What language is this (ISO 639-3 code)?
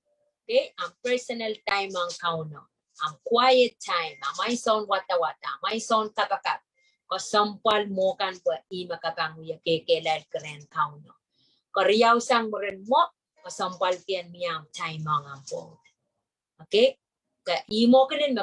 pon